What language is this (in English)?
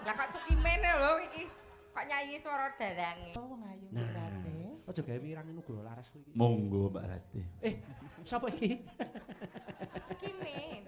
Javanese